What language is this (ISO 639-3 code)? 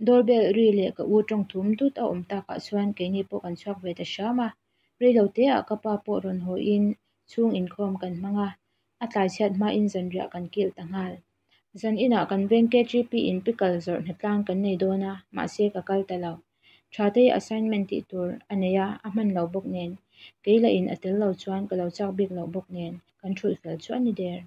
lus